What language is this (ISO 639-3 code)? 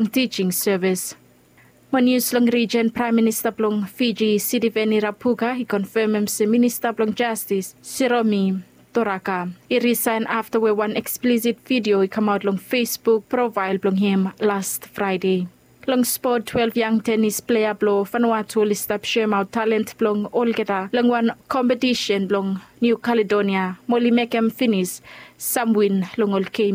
bis